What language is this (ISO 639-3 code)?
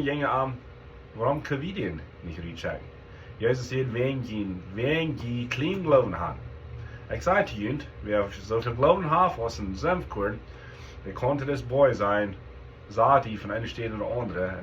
pdt